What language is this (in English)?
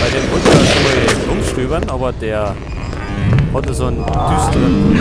Bavarian